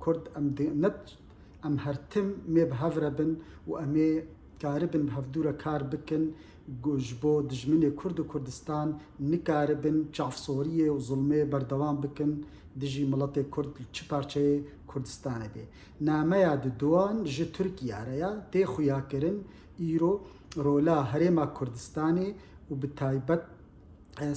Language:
Kurdish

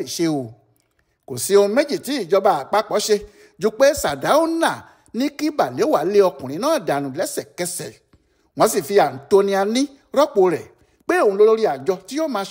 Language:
Yoruba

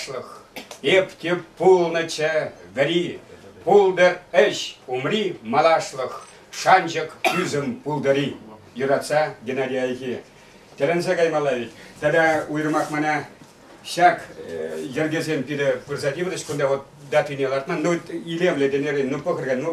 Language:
Chuvash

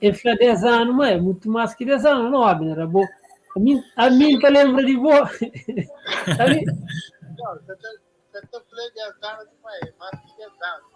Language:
Kabuverdianu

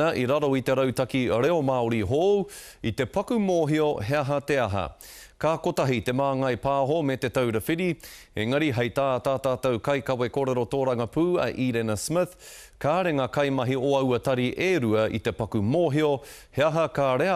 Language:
Māori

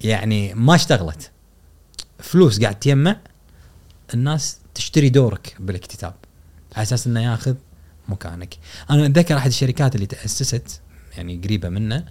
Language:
Gulf Arabic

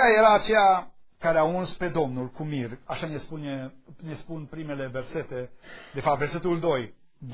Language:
Romanian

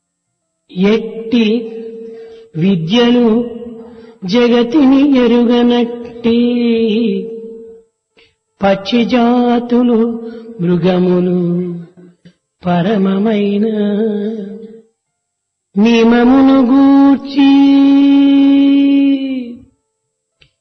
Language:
Telugu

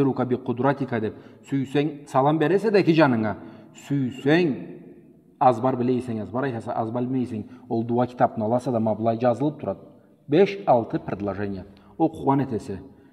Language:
Karachay-Balkar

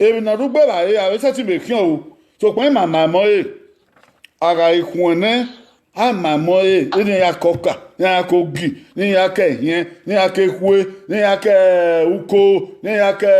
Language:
Bini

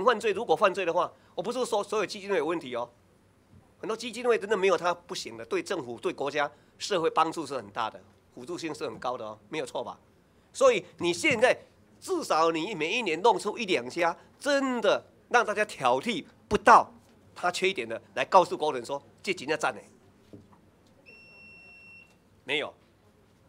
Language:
Chinese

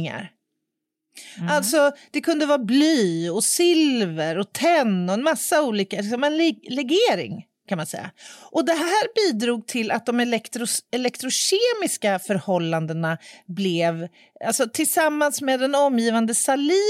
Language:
Swedish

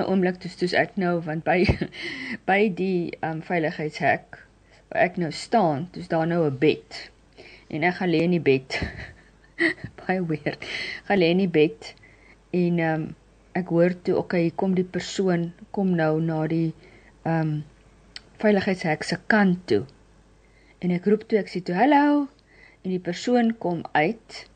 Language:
Afrikaans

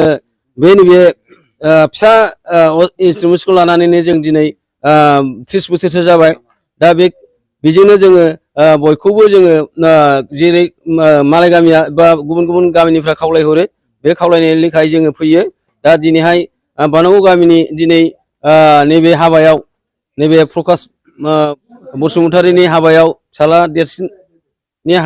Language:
Bodo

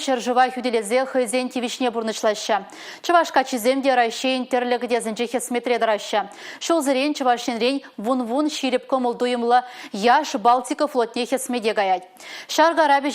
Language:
Chuvash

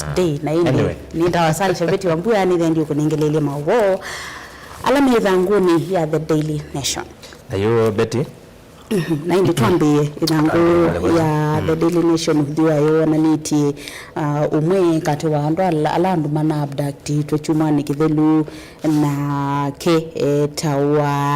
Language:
Kamba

